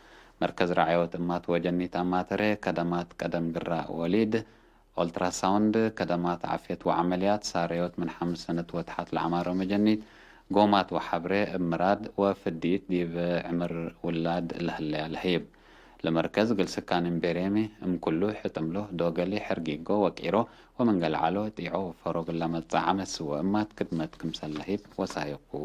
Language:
Tigre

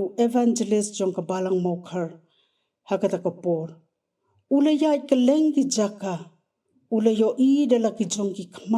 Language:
Khasi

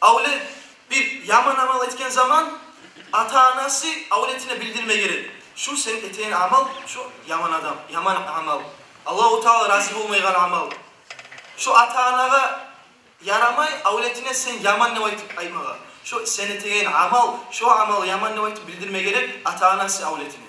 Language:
Kumyk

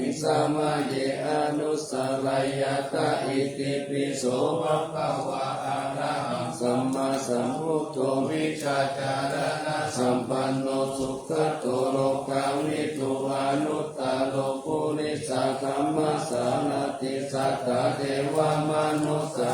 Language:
Pali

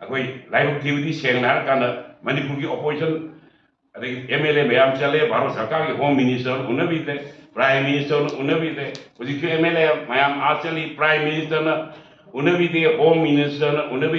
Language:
Manipuri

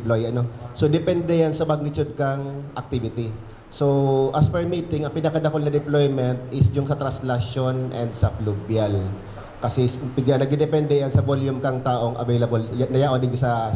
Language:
Bikol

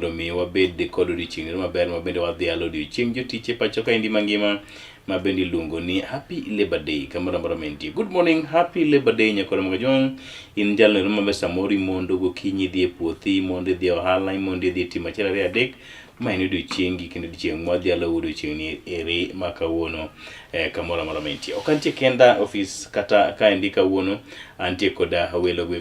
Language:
Luo (Kenya and Tanzania)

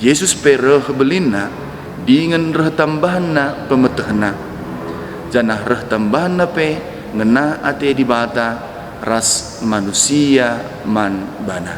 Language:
Batak Karo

